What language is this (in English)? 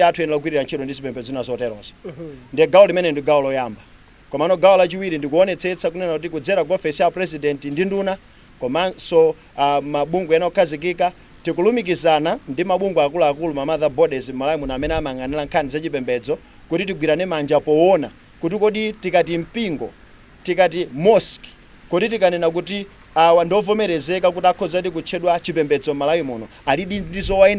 Nyanja